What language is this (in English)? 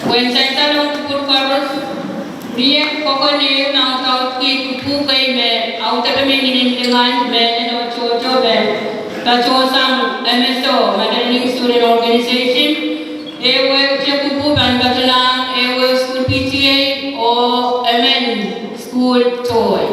Pohnpeian